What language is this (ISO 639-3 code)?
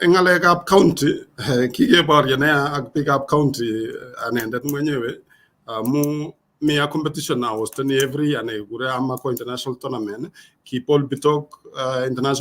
kln